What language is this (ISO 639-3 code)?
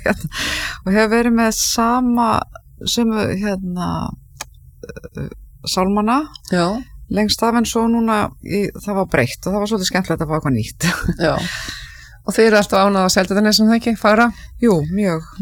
isl